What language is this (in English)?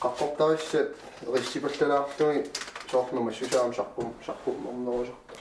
Kalaallisut